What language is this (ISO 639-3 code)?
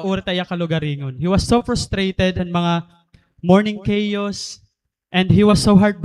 war